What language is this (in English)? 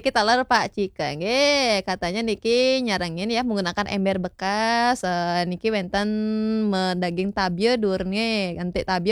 Balinese